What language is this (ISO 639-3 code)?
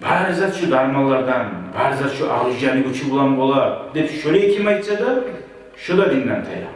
kum